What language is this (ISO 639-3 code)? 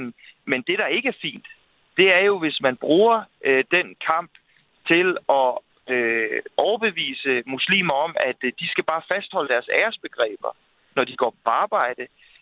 dan